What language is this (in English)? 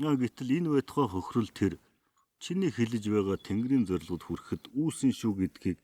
Mongolian